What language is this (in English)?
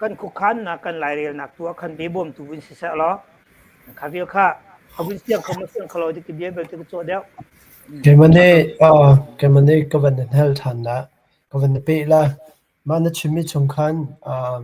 Hakha Chin